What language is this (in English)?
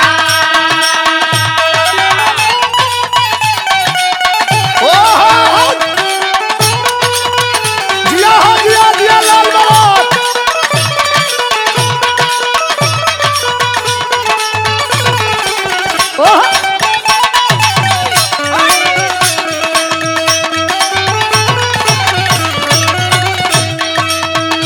Bhojpuri